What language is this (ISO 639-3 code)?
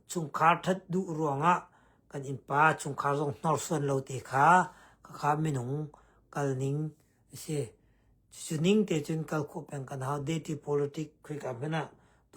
cnh